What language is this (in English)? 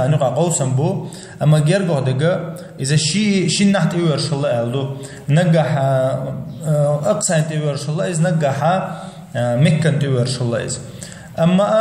Chechen